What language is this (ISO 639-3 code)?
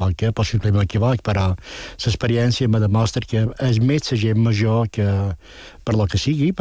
cat